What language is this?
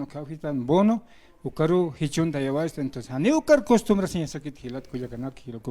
Aymara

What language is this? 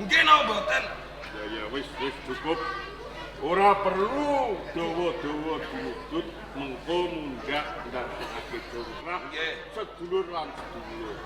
Javanese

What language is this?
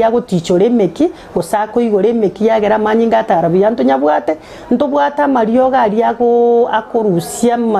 Gusii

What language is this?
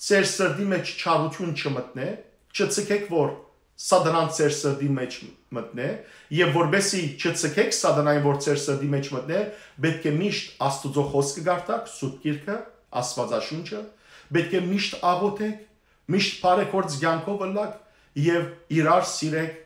Western Armenian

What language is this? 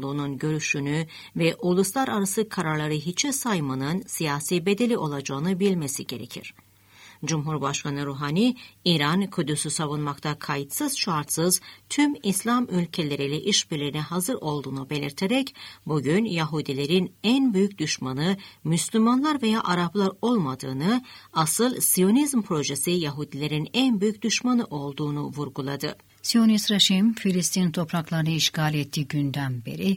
Turkish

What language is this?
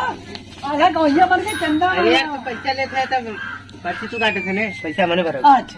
Awadhi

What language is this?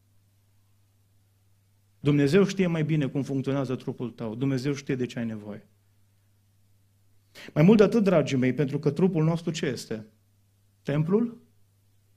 Romanian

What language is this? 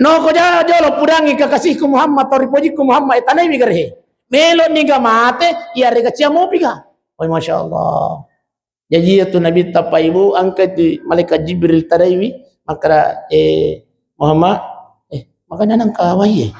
Buginese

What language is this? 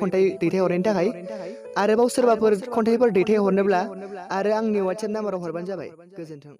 Bodo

